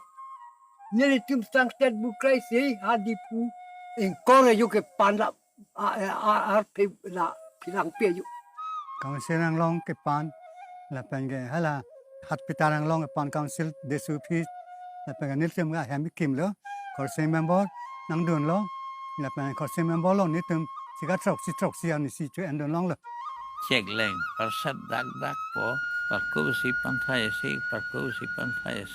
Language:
Karbi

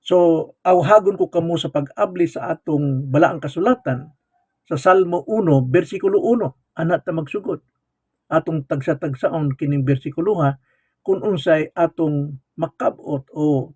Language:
Cebuano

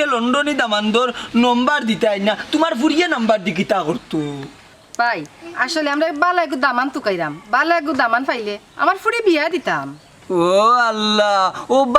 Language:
Sylheti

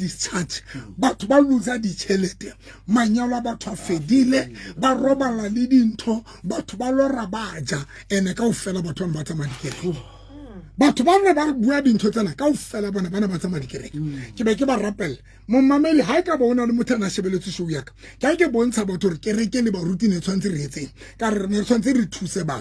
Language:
Southern Sotho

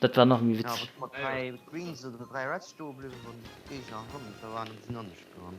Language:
Luxembourgish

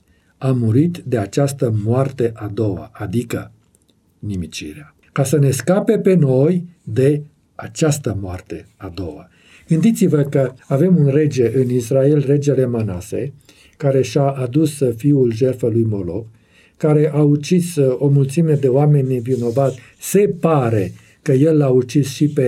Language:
Romanian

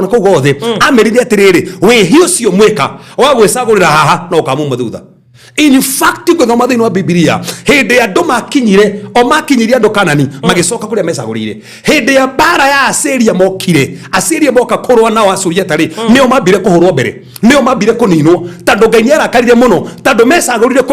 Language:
Kikuyu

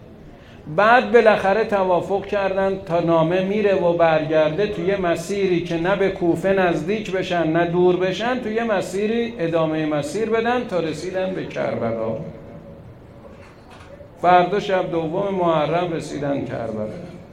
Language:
Persian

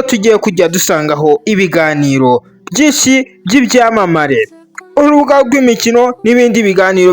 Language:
Kinyarwanda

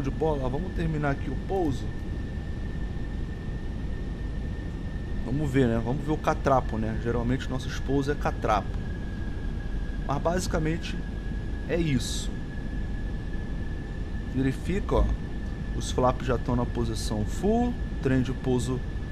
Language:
Portuguese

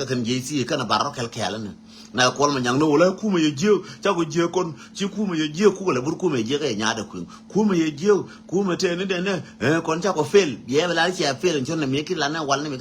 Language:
Nuer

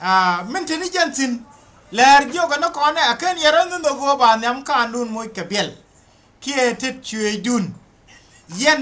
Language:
Nuer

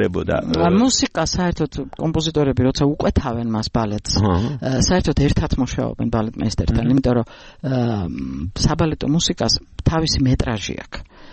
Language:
Georgian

